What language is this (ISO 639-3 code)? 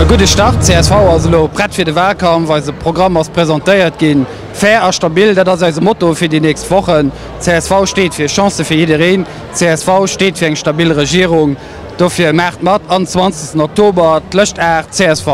ltz